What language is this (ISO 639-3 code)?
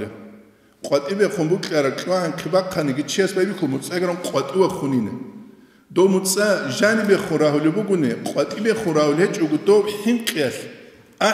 ava